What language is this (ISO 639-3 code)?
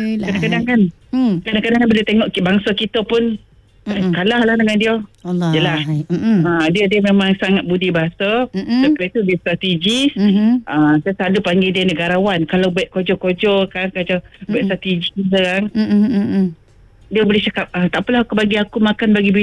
msa